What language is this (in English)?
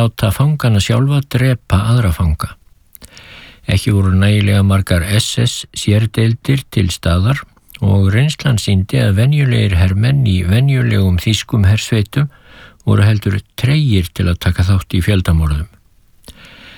Icelandic